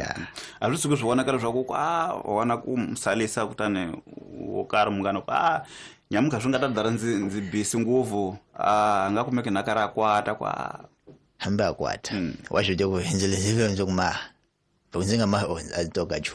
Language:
Tsonga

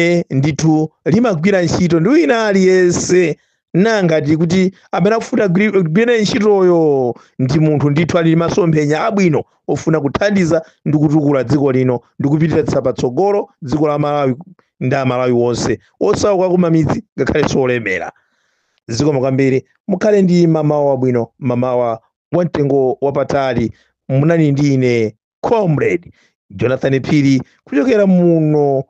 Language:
Nyanja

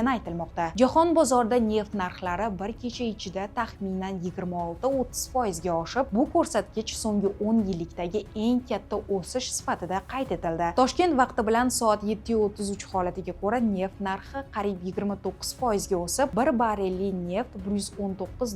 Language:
Uzbek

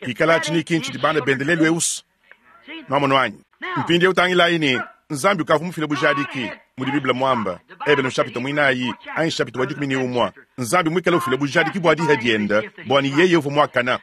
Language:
Luba-Lulua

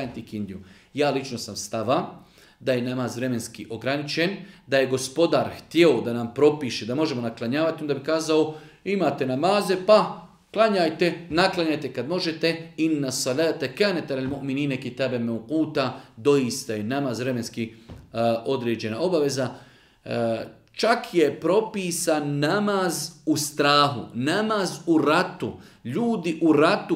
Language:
Bosnian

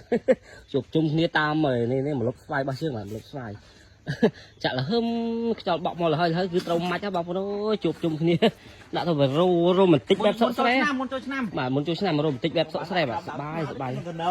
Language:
Khmer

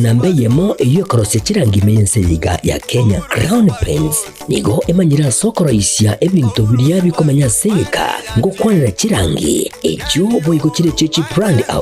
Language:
Gusii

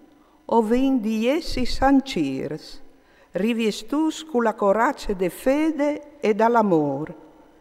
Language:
Friulian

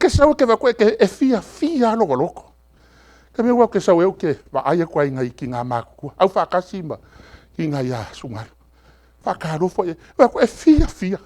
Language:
Samoan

